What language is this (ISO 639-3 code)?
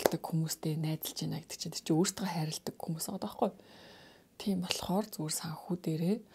mon